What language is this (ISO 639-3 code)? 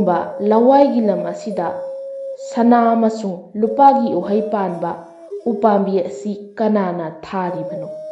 mni